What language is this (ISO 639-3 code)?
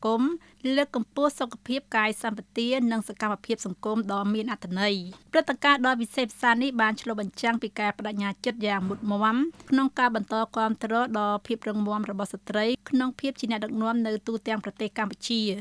khm